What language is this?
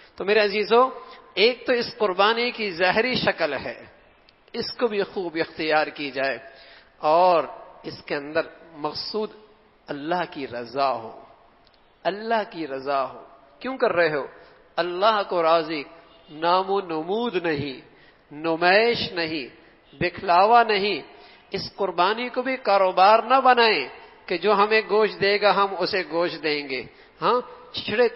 Urdu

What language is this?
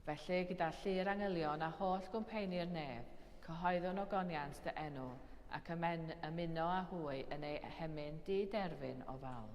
Welsh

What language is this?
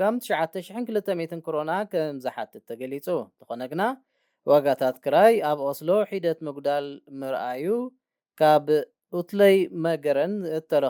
Tigrinya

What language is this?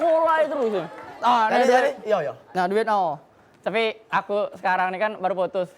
Musi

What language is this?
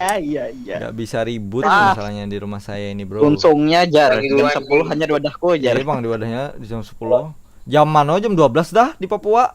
Banjar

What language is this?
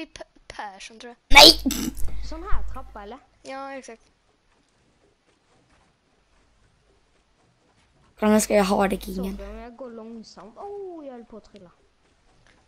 Swedish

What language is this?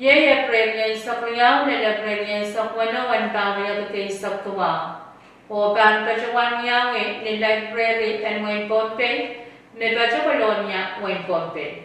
Pohnpeian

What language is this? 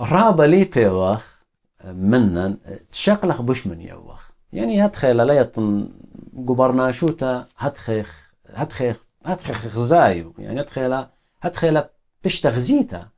Assyrian Neo-Aramaic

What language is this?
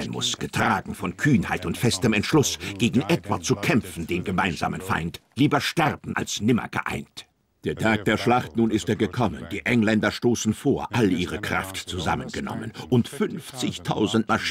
German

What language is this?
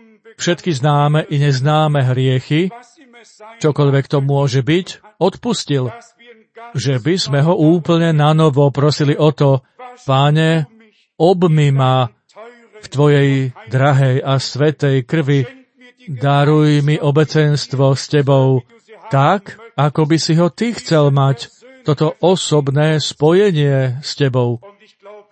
Slovak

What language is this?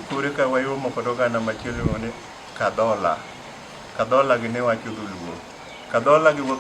Luo (Kenya and Tanzania)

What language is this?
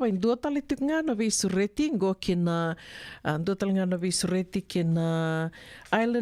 Fijian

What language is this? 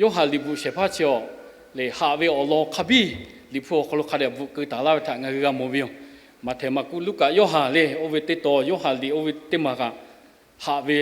Lahu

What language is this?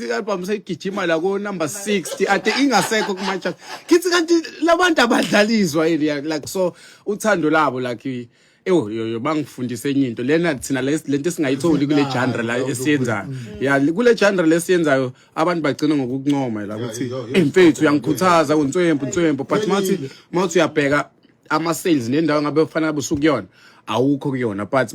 Zulu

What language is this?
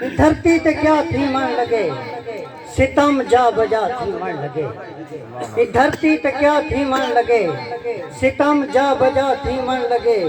Saraiki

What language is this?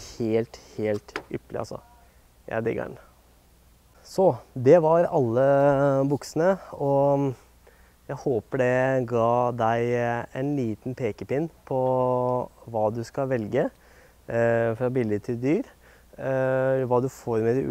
Norwegian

